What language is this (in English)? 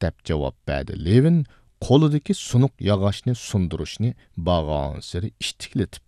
Uyghur